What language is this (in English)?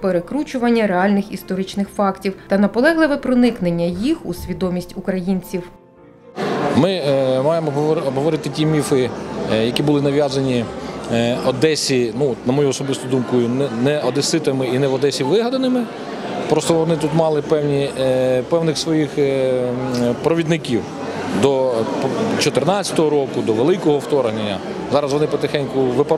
Ukrainian